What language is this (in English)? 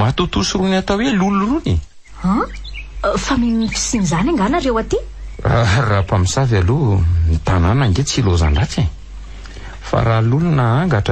Malagasy